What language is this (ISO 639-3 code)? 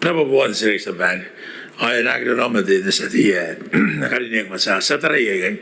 gil